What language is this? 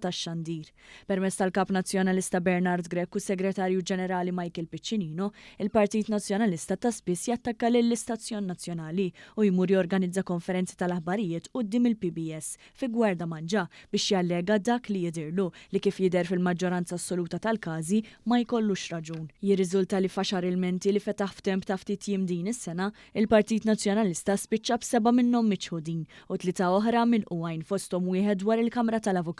Maltese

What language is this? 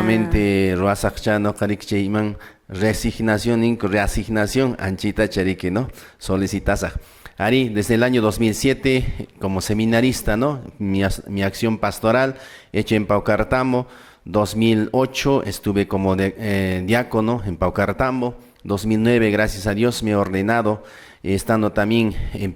Quechua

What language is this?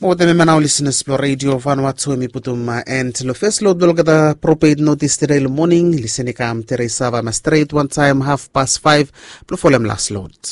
Bislama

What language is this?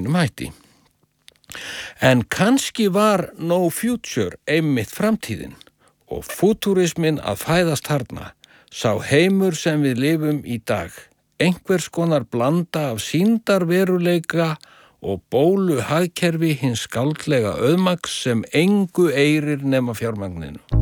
Icelandic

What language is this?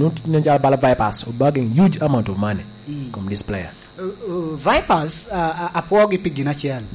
Lango (Uganda)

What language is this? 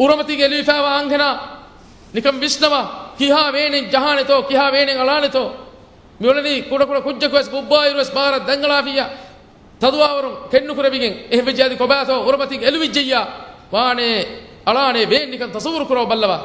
Divehi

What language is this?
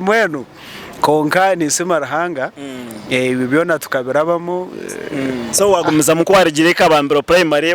Nyankole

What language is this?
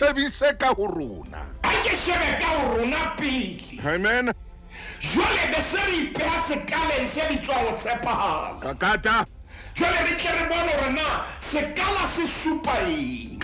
Southern Sotho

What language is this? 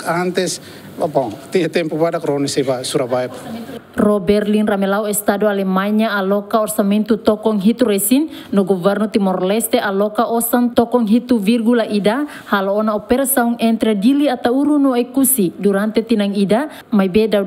Tetum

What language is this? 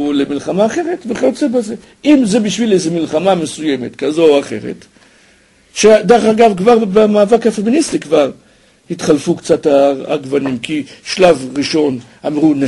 Hebrew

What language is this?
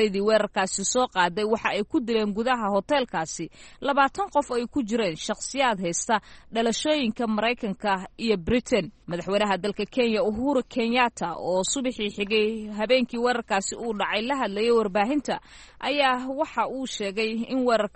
Somali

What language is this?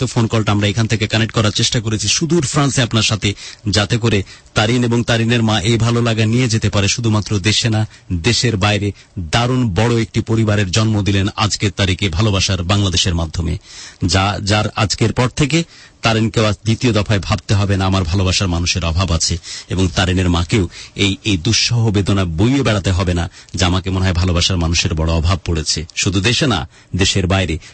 Bangla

